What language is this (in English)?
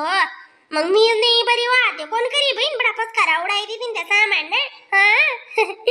Khandesi